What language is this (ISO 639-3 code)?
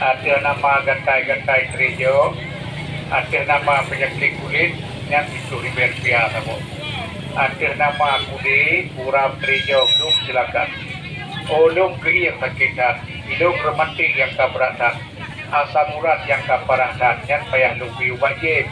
ace